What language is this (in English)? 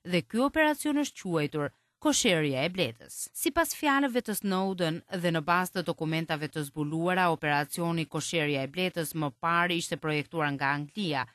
Albanian